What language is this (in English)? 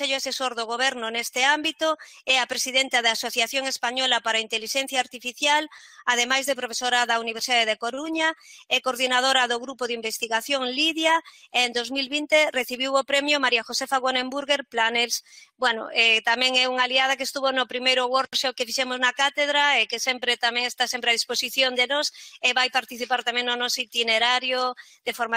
Galician